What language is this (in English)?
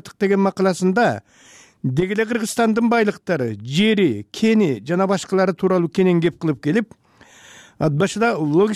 Kyrgyz